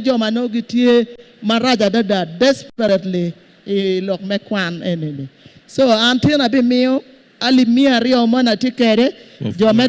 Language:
Acoli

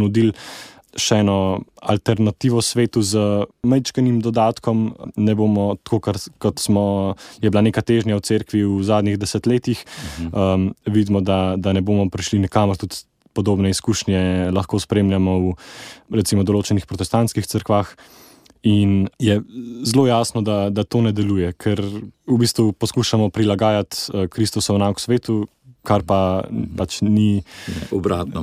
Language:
Slovenian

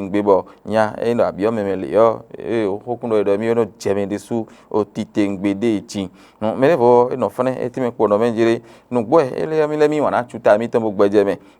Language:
Fon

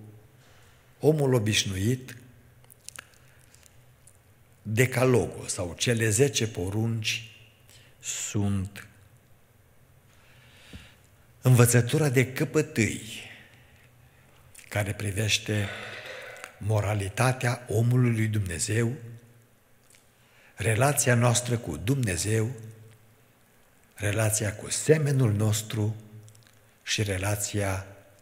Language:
Romanian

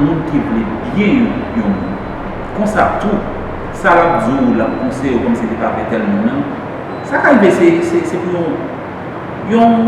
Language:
Haitian Creole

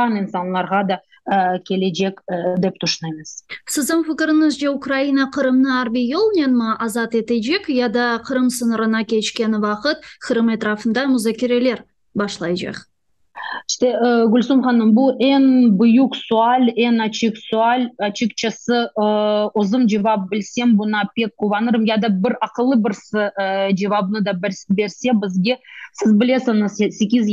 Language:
Crimean Tatar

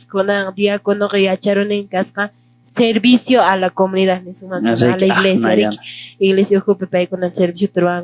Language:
Quechua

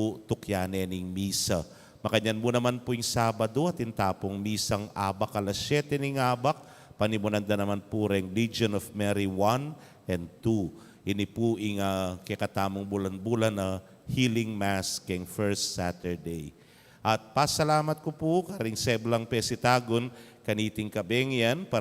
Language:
Pampanga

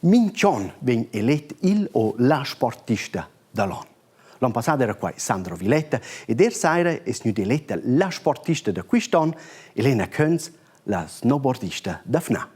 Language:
Romansh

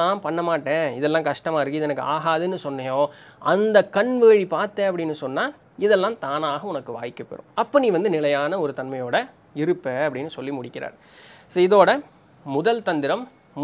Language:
Tamil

